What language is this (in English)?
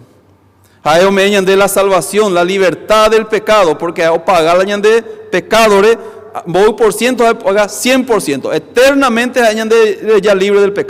Guarani